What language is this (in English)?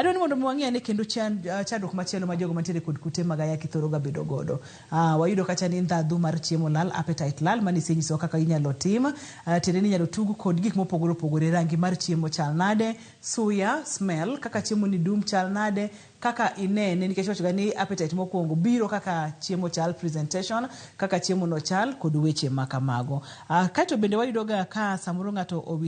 Luo (Kenya and Tanzania)